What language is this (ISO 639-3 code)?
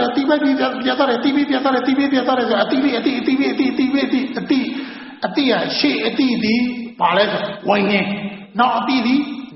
mya